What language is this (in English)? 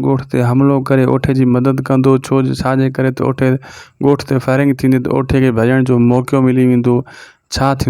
Sindhi